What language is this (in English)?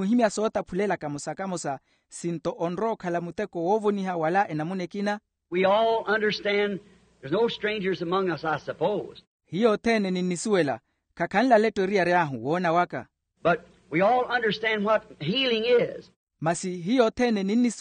Makhuwa